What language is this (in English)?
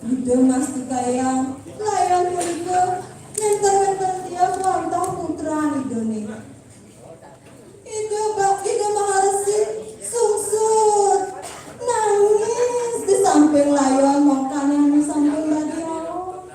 Balinese